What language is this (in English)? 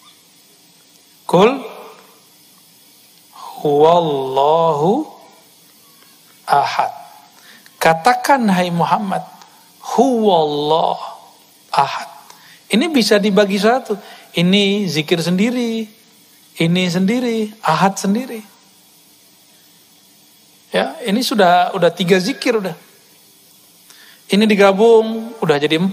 Indonesian